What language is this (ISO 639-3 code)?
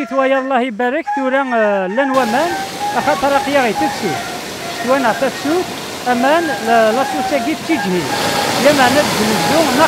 kab